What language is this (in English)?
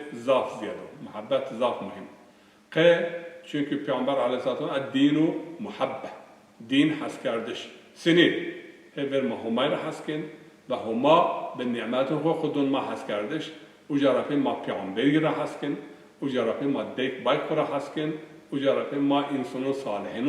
Zaza